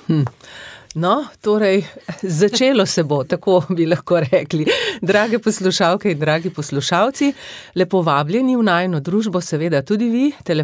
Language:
Slovenian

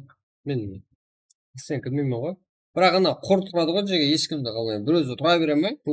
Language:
Kara-Kalpak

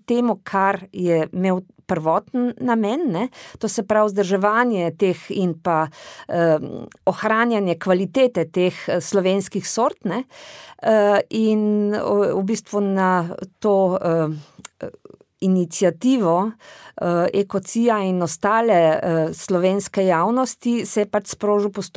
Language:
Slovenian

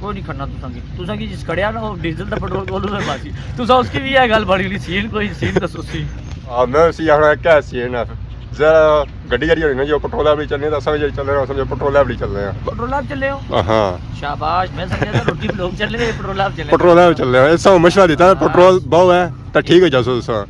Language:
Pahari-Potwari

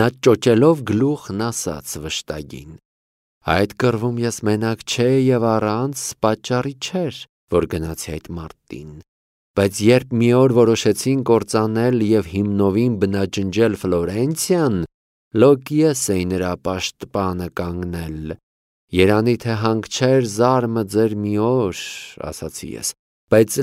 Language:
Armenian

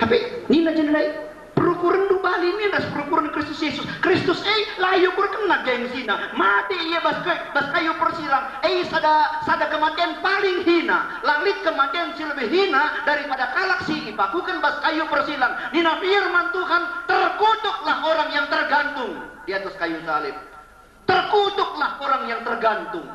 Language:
Batak Karo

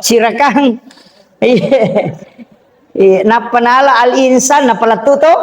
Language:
Buginese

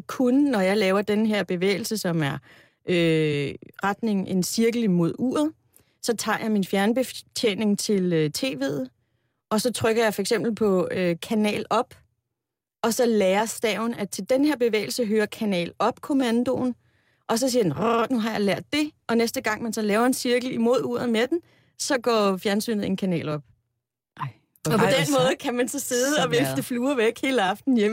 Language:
Danish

